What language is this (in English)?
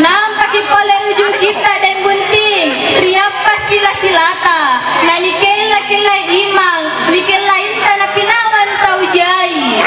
Makasar